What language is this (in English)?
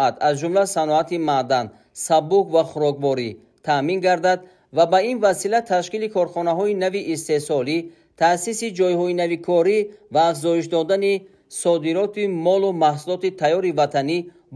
Tajik